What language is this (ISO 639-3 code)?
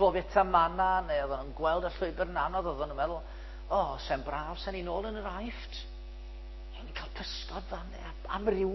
cym